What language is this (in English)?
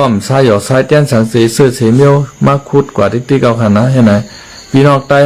Shan